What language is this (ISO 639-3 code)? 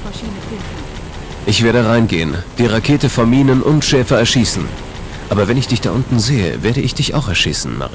bar